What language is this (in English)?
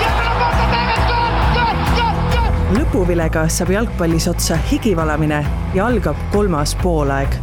Estonian